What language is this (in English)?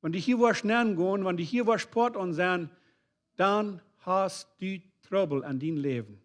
Plautdietsch